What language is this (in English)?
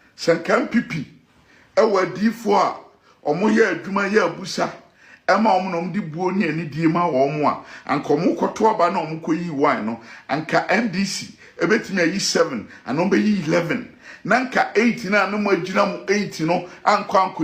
Akan